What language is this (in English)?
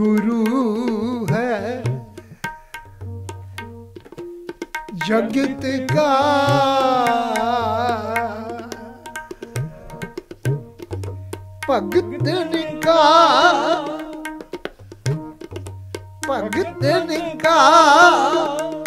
Punjabi